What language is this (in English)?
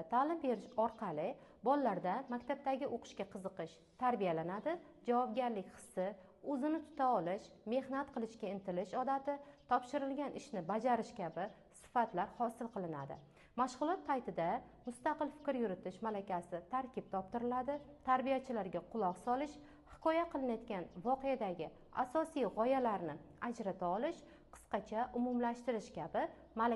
Uzbek